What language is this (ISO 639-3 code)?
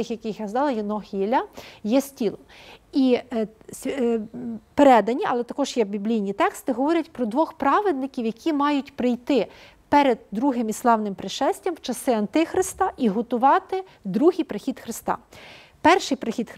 ukr